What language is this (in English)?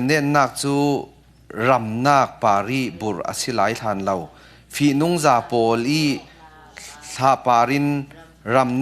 Falam Chin